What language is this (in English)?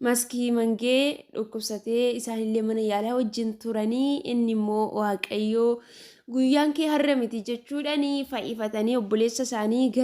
Oromo